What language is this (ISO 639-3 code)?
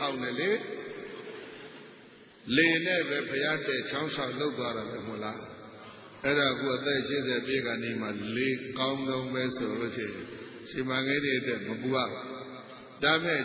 mya